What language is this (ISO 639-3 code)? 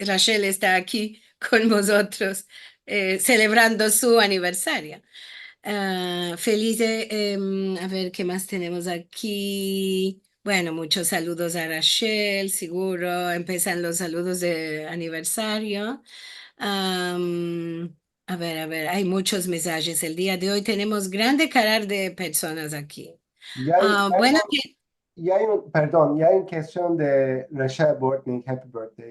lad